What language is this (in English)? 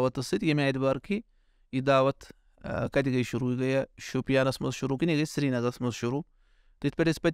Kashmiri